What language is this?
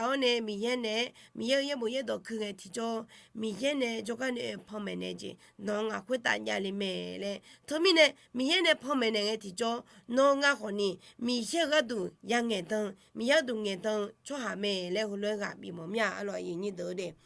Akha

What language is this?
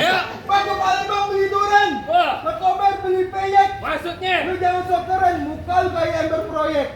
Betawi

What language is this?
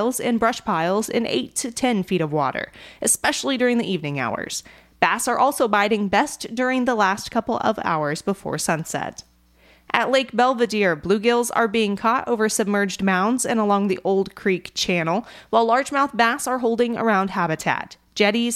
English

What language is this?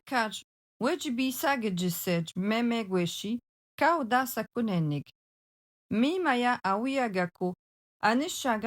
Algonquin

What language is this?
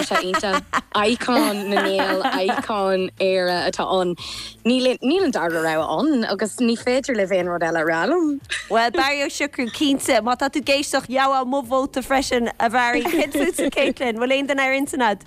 Irish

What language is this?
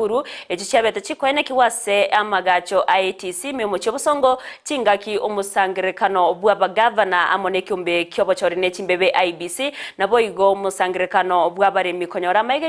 Gusii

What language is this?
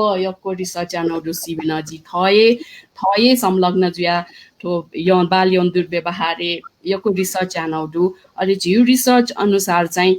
Newari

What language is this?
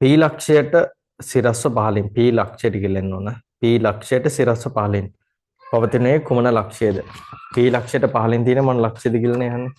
Sinhala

